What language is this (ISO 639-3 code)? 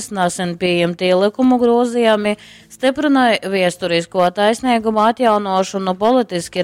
ltg